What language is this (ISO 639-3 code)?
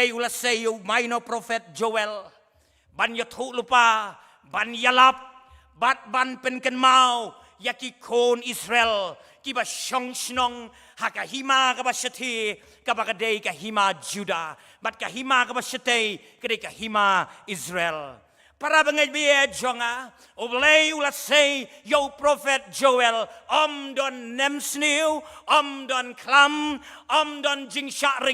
kha